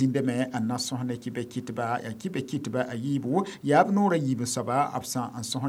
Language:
Mossi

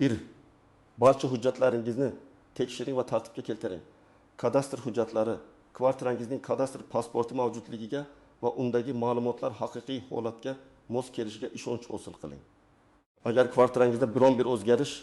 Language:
Uzbek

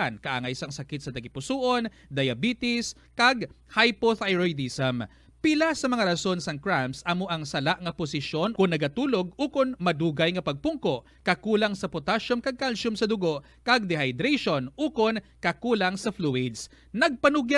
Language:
Hiligaynon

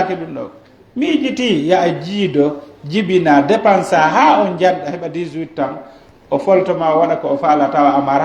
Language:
Pular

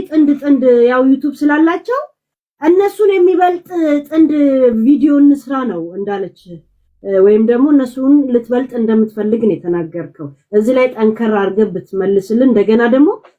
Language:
Amharic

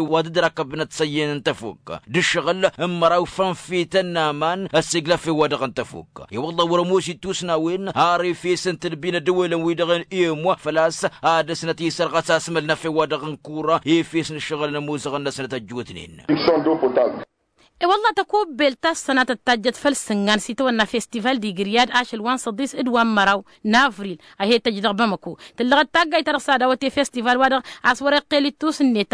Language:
Tamasheq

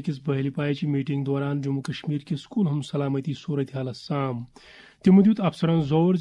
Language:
Kashmiri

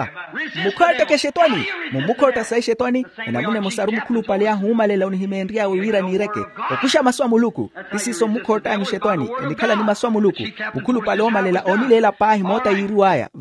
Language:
Makhuwa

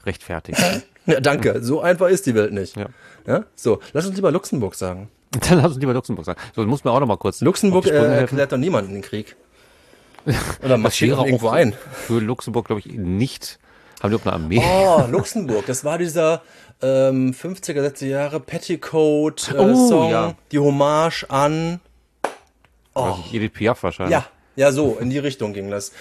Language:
German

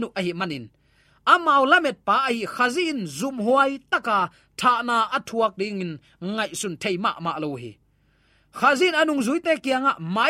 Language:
Tedim Chin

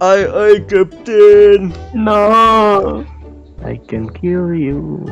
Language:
Banjar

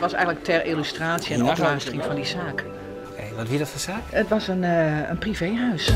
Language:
Western Frisian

